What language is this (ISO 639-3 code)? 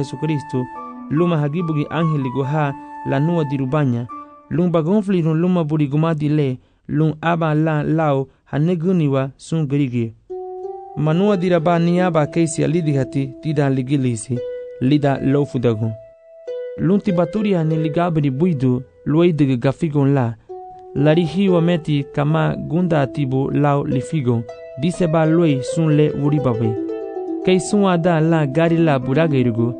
cab